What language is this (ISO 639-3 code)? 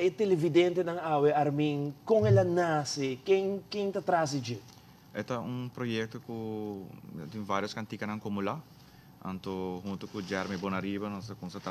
pap